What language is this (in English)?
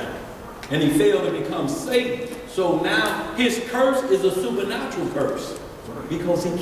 English